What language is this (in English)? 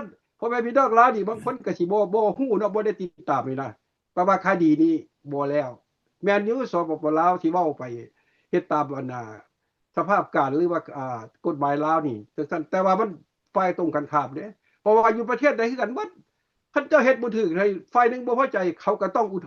Lao